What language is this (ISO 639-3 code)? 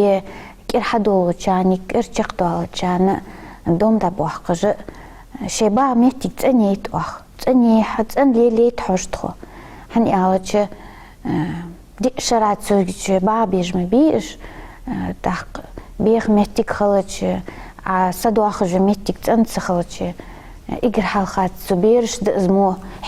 inh